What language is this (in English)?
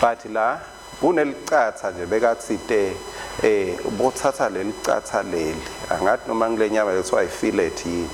Swati